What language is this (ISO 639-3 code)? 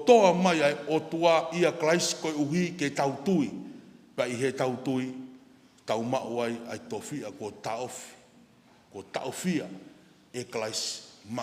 ton